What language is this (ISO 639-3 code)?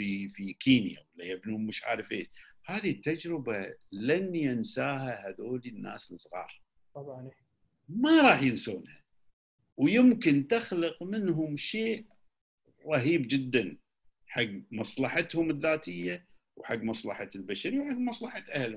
afb